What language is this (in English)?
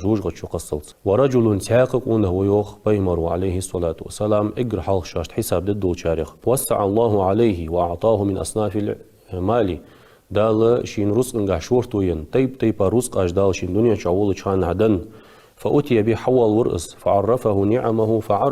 Ingush